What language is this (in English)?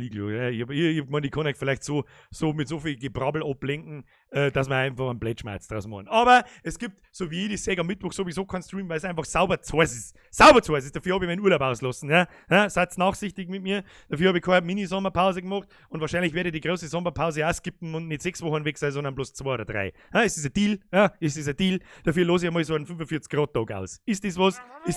Bavarian